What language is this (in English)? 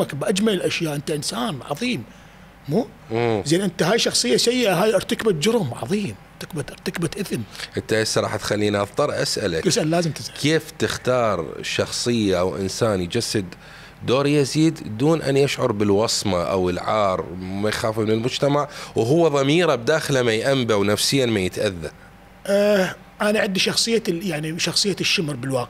Mesopotamian Arabic